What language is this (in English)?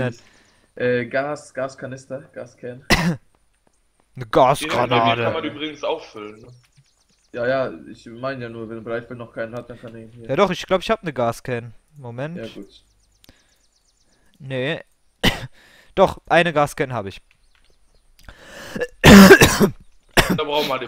German